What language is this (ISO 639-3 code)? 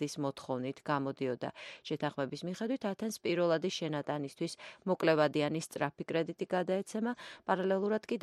kat